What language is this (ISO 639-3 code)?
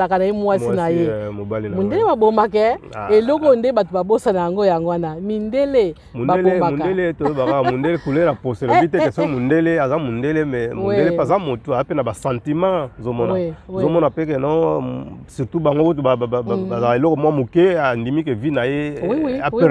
lin